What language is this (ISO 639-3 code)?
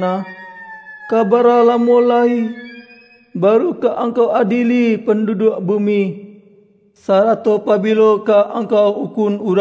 min